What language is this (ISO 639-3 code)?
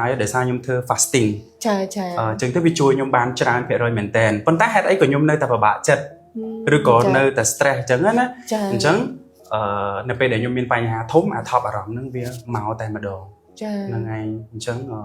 khm